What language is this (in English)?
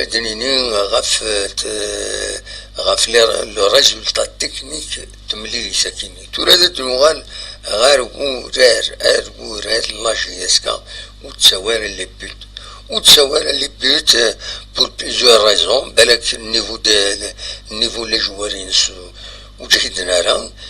Kabyle